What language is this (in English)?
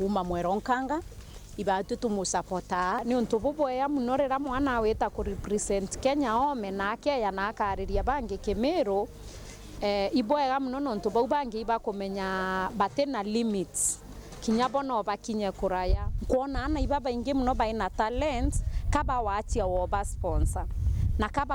Meru